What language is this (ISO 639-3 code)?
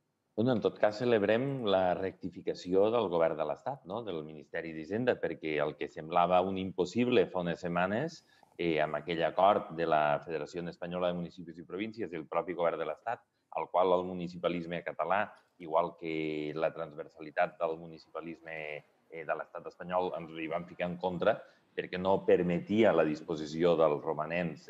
cat